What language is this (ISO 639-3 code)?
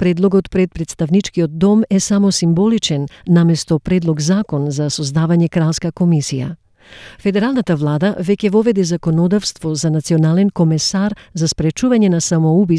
mkd